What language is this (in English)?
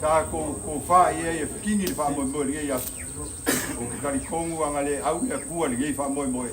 Samoan